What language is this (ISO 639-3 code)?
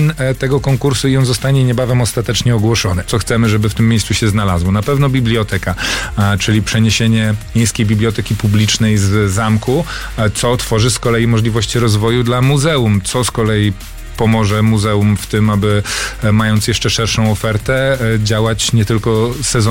pol